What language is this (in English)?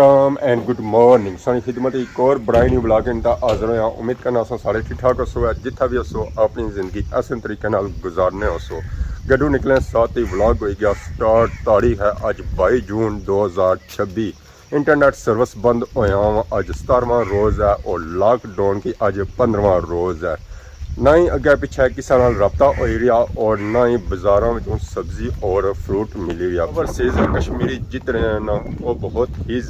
Pahari-Potwari